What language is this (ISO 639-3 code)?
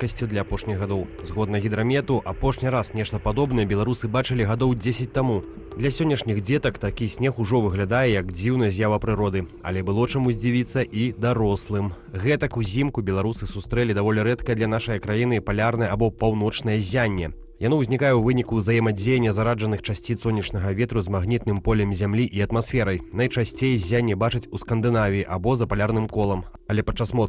bel